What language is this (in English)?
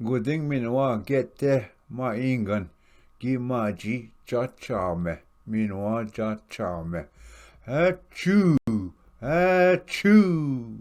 Ojibwa